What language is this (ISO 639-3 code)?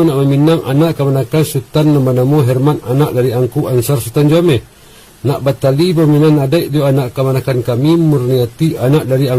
min